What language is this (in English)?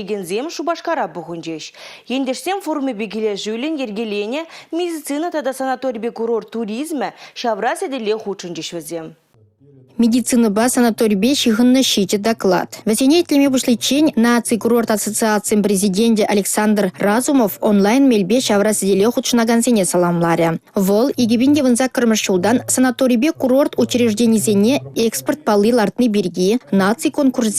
Chuvash